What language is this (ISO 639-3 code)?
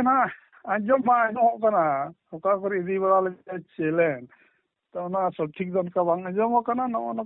sat